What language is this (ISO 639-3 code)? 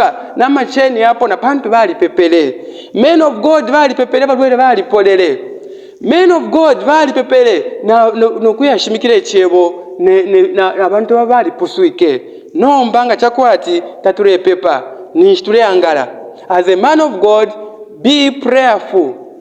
bem